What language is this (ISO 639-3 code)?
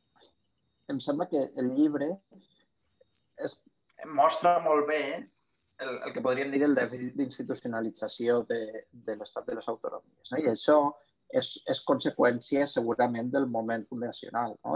cat